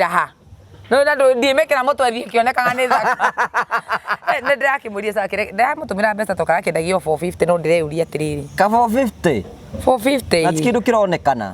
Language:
Kikuyu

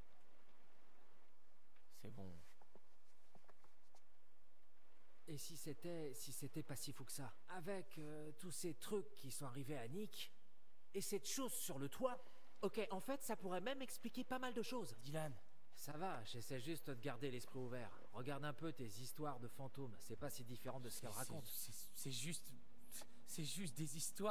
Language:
French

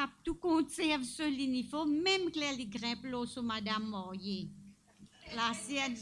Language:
Morisyen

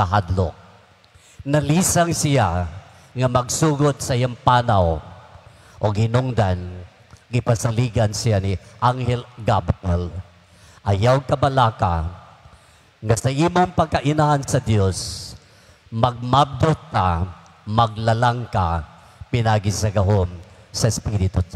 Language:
Cebuano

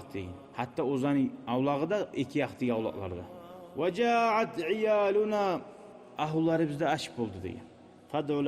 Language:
Kumyk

